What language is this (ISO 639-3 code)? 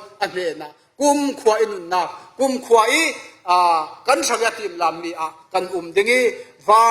cfm